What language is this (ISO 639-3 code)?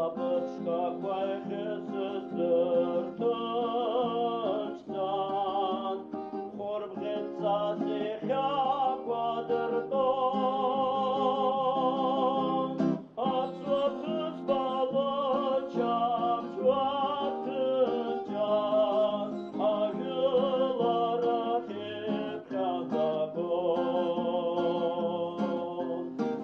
abk